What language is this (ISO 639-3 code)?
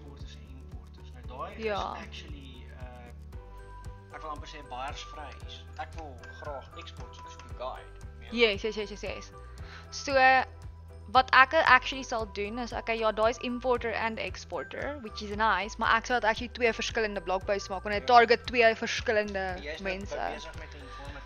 afr